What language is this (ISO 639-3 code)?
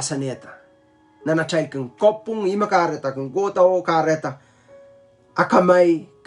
pon